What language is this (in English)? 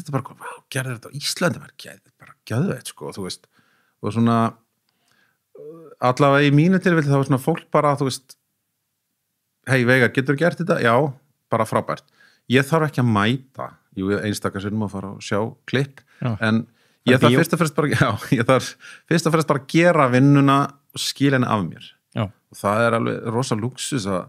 Icelandic